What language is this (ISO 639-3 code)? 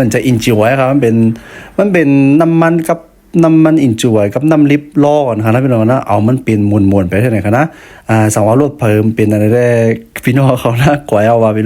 shn